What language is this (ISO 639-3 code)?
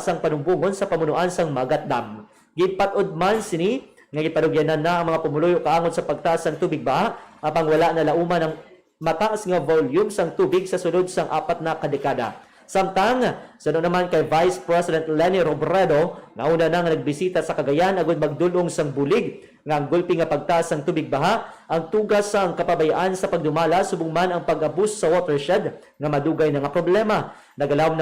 hil